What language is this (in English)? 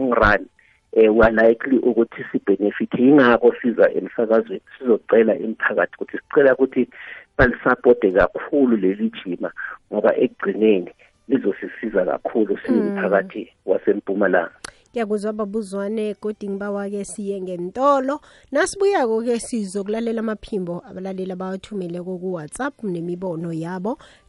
South Ndebele